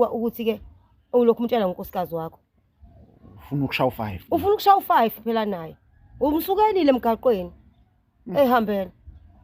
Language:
Zulu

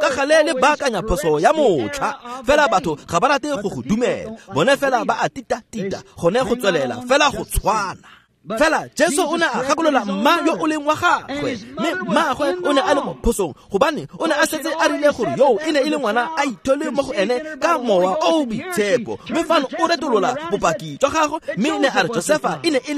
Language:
Tswana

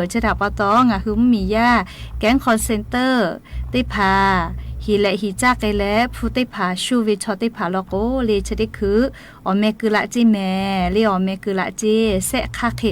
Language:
Lahu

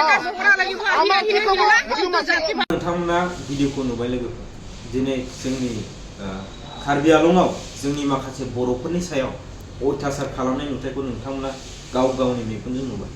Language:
Bodo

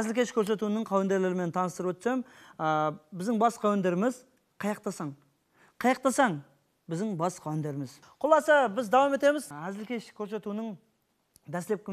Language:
Kara-Kalpak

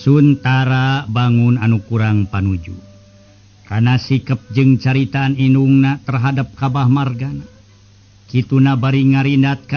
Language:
Sundanese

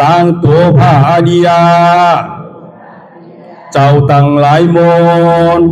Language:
Shan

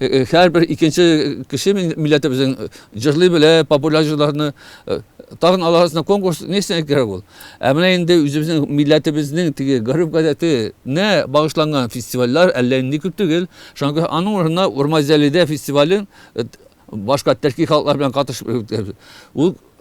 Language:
Tatar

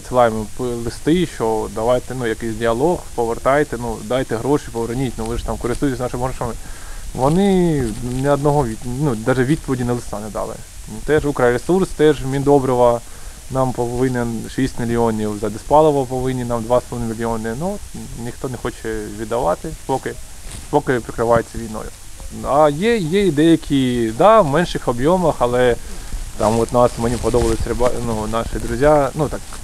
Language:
Ukrainian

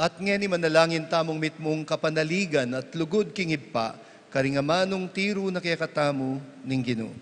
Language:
Pampanga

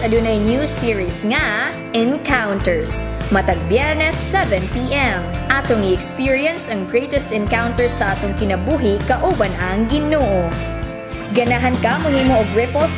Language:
Cebuano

